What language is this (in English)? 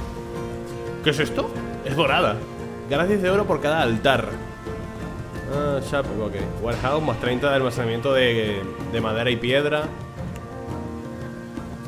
Spanish